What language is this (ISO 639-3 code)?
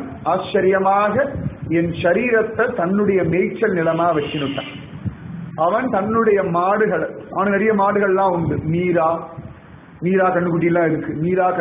tam